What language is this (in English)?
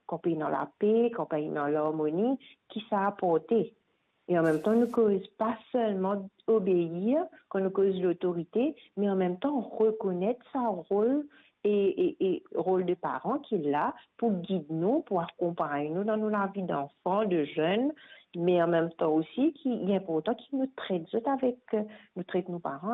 Morisyen